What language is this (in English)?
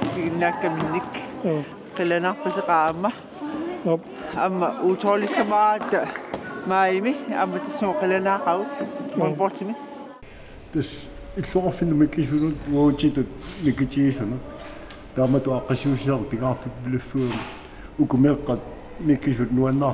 Kalaallisut